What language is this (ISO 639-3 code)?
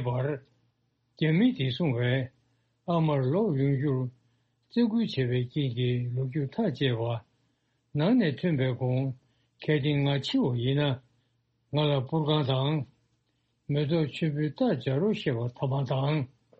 bod